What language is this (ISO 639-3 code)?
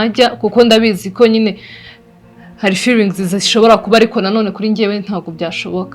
kin